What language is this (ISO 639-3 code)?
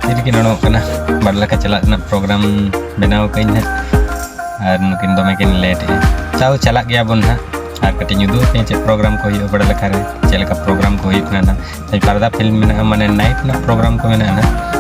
sat